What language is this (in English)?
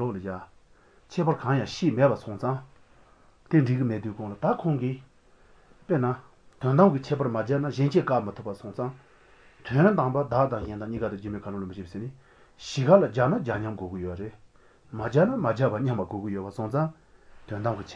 Latvian